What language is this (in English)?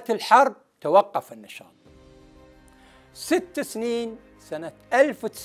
Arabic